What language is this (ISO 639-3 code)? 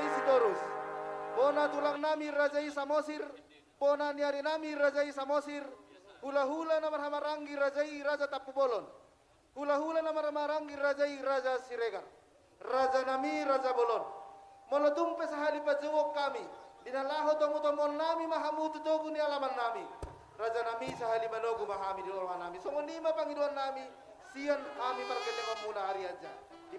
bbc